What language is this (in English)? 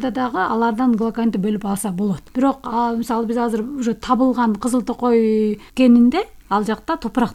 Kyrgyz